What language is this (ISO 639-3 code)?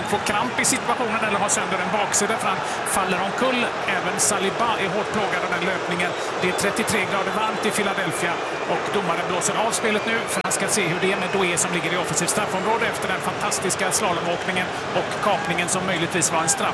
swe